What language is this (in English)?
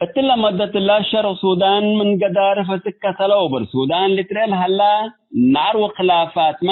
Tigre